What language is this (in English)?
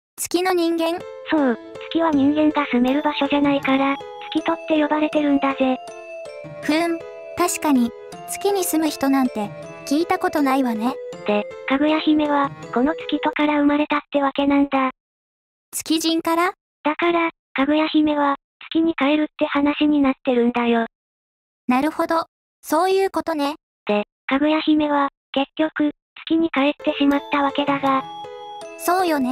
Japanese